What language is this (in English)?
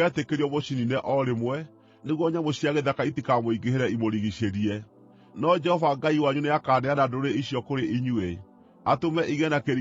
Kikuyu